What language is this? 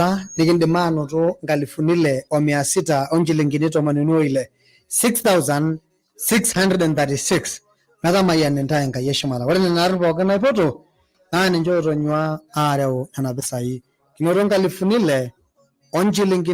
Masai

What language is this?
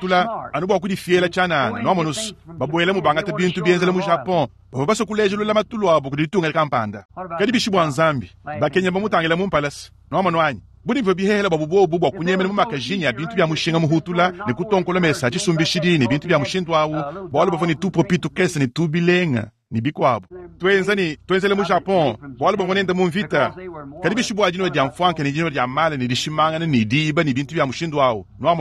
Luba-Lulua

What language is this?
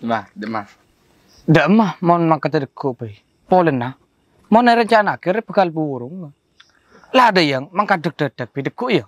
Madurese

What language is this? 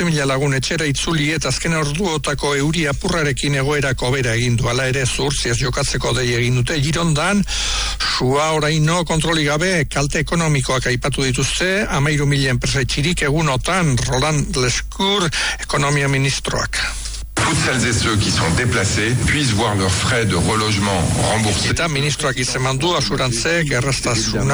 Basque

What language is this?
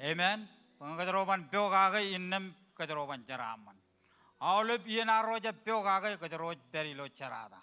Marshallese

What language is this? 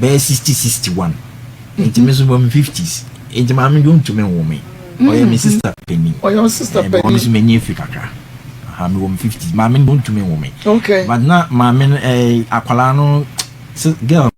Akan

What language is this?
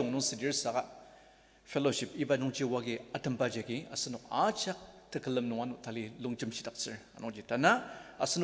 Ao Naga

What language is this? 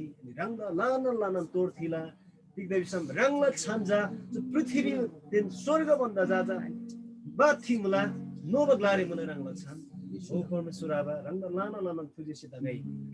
Eastern Tamang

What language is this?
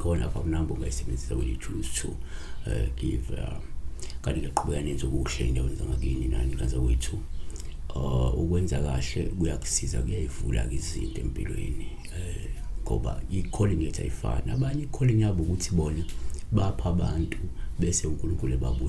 Zulu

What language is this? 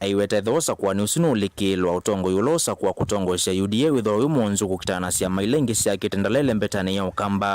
Kamba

